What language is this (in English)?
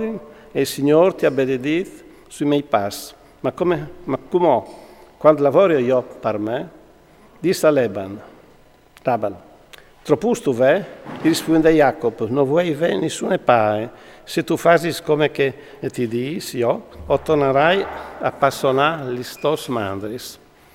Friulian